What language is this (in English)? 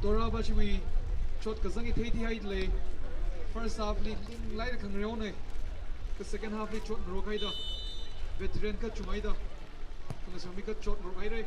Tangkhul Naga (India)